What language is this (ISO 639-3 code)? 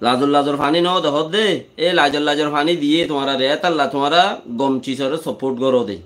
rhg